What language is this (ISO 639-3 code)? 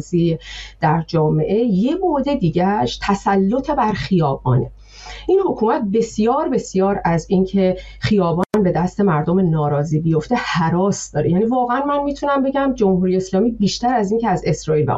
fas